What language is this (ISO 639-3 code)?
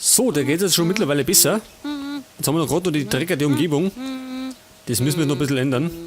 bar